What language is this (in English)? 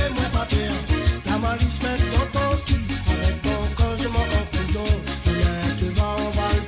Morisyen